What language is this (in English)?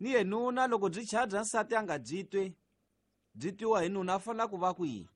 Tsonga